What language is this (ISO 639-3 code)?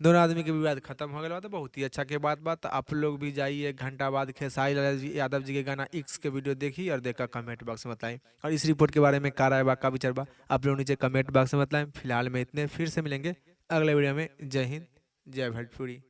bho